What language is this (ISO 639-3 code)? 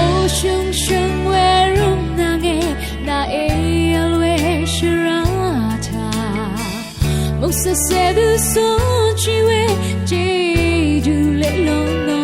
raw